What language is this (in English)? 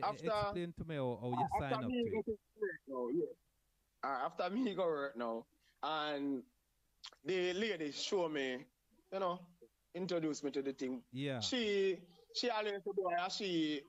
Jamaican Creole English